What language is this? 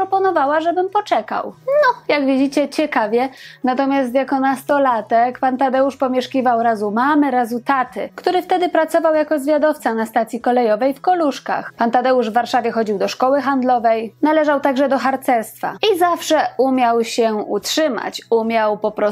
Polish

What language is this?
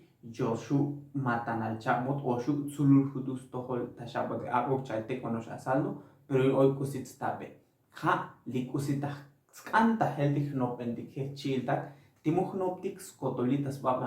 Tzotzil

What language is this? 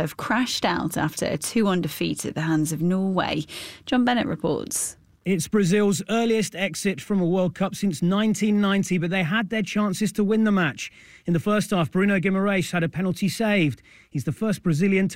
English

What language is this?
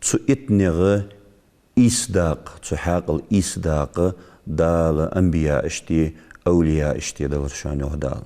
Ingush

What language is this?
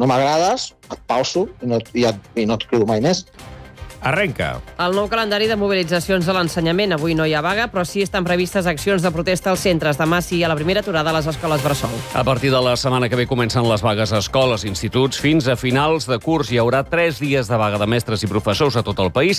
Catalan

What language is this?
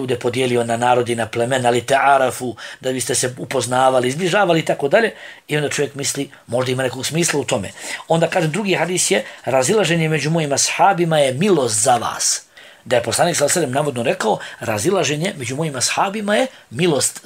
Bosnian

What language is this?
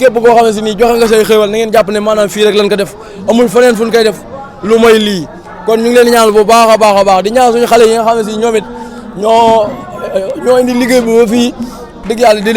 Wolof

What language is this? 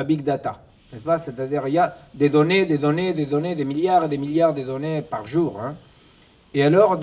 French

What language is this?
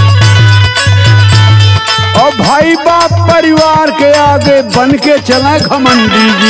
Bhojpuri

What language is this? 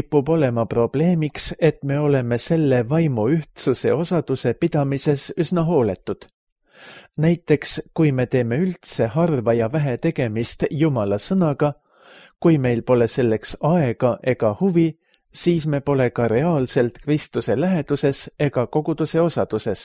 Estonian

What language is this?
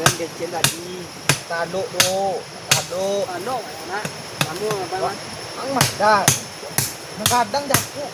Minangkabau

